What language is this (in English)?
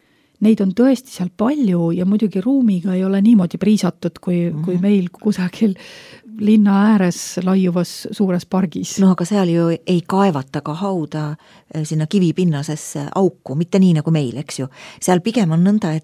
Estonian